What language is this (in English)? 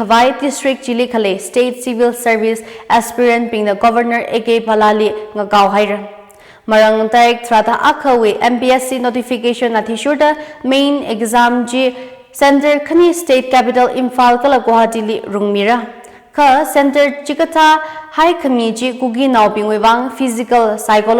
Tangkhul Naga (India)